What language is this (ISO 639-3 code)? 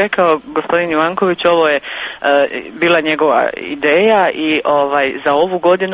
hrv